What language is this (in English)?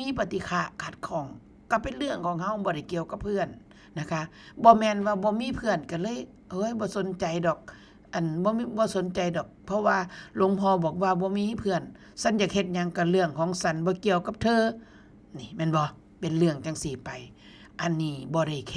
Northeastern Thai